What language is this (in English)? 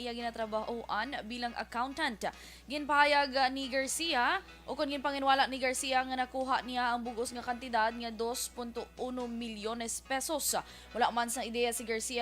Hiligaynon